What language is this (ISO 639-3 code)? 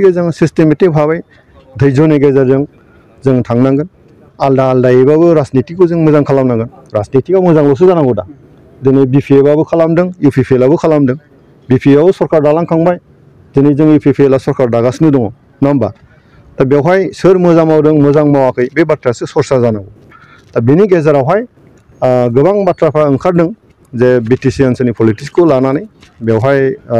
brx